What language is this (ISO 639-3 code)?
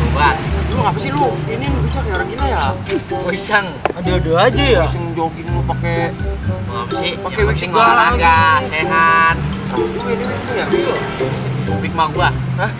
bew